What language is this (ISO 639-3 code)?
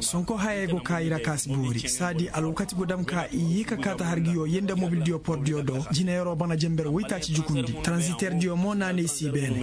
ses